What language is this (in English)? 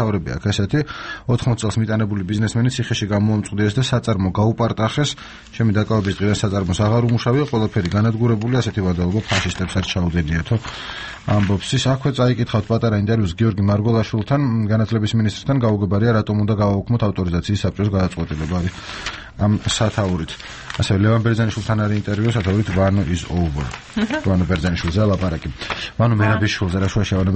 Georgian